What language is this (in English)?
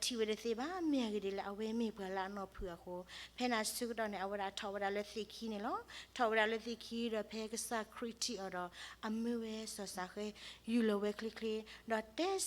S'gaw Karen